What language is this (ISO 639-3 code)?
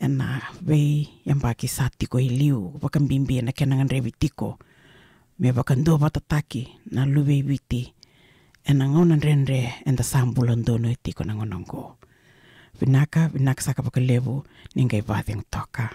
fij